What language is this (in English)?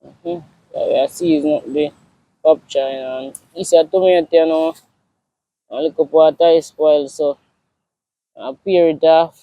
Jamaican Creole English